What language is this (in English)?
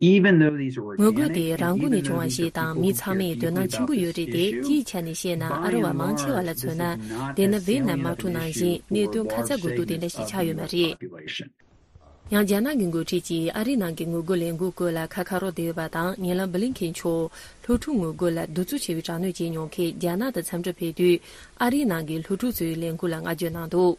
Tibetan